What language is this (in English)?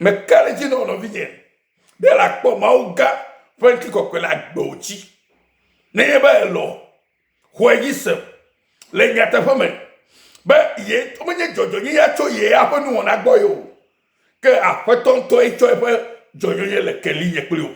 Ewe